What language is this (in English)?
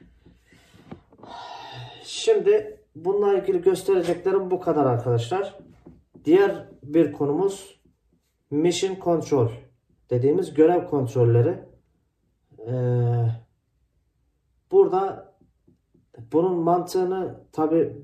Turkish